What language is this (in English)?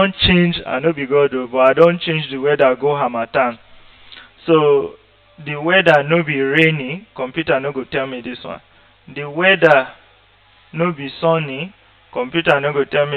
Nigerian Pidgin